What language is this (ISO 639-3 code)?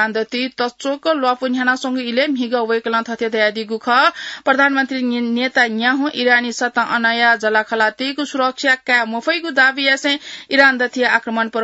new